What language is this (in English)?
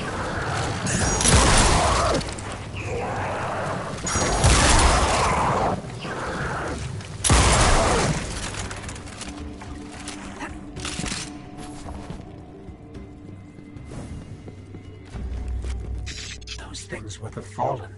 English